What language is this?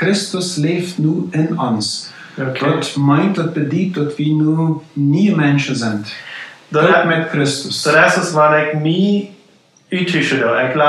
Plautdietsch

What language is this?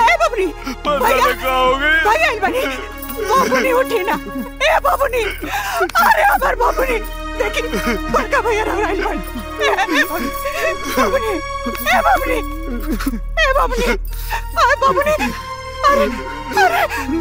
Bhojpuri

